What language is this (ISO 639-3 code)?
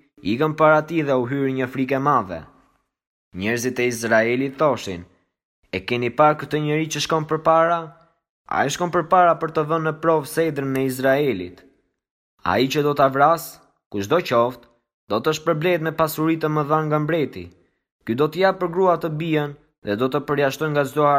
sqi